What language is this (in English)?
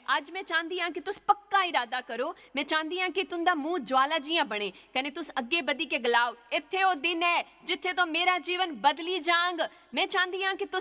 Dogri